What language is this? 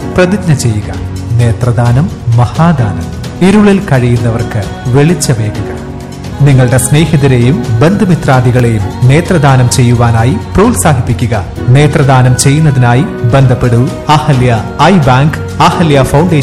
Malayalam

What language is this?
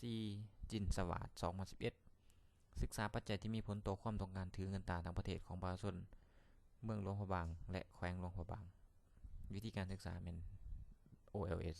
Lao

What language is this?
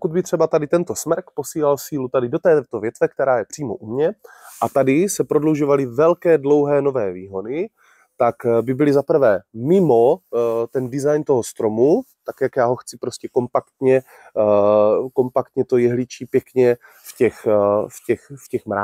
Czech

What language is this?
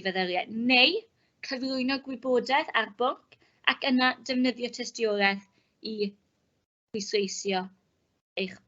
Welsh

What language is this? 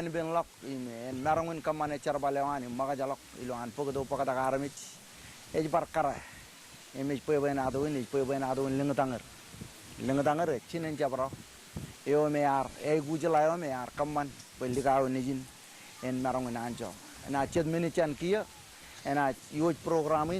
Marshallese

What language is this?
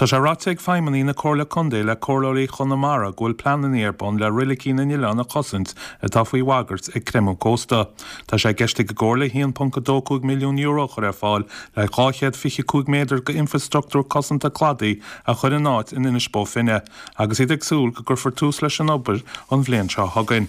Irish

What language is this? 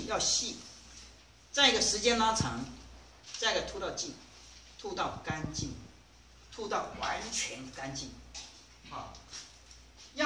Chinese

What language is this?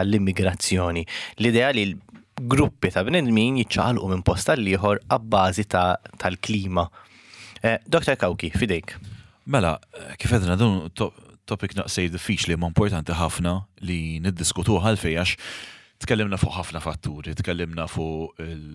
Maltese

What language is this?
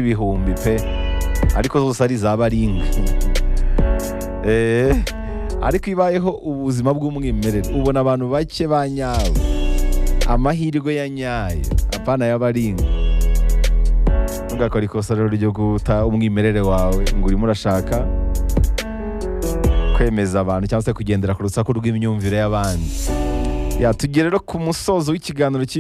Kinyarwanda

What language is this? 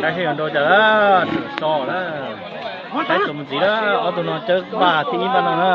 Hmong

